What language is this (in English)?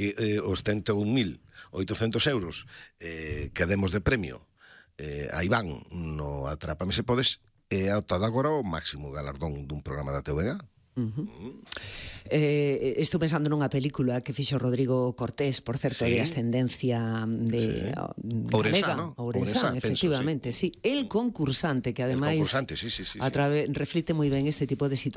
Galician